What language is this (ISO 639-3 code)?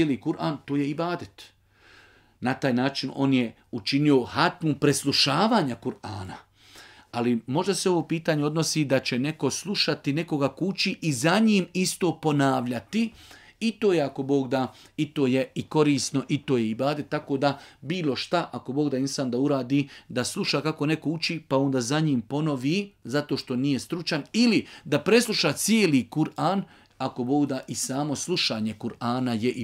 bos